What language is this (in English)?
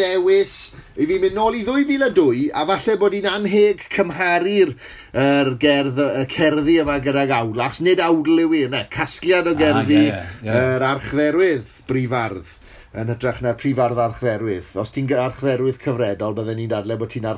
Welsh